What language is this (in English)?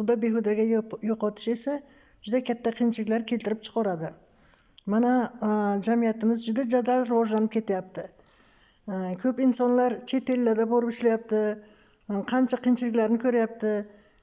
Uzbek